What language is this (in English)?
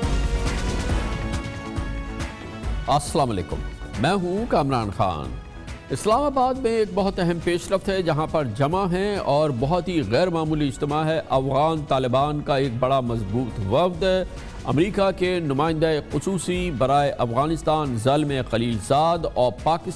Urdu